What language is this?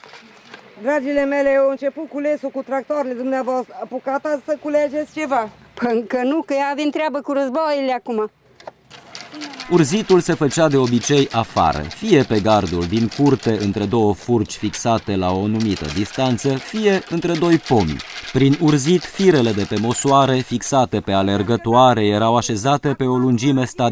Romanian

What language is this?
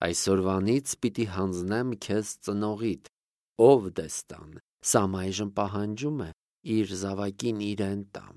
Armenian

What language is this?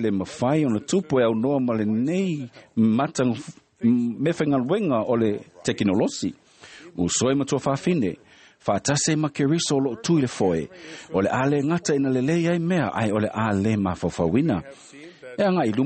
Samoan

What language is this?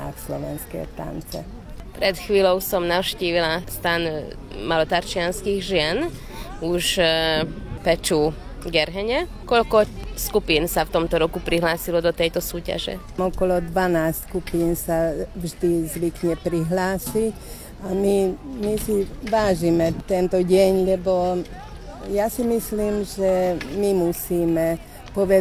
Slovak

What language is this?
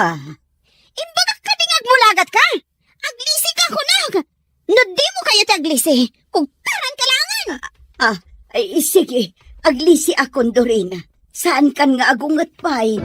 Iloko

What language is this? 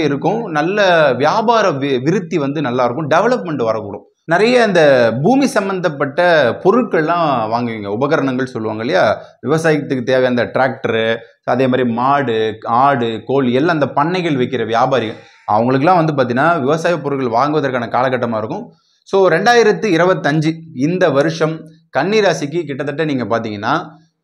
Tamil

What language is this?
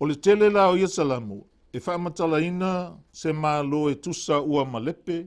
Samoan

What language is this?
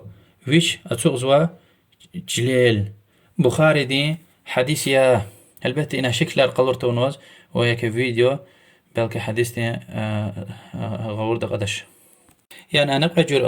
Lezghian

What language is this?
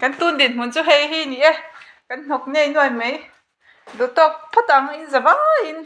Mizo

